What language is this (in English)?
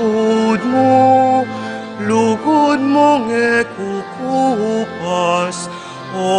Pampanga